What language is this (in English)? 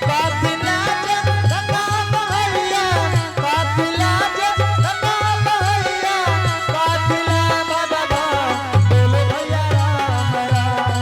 Angika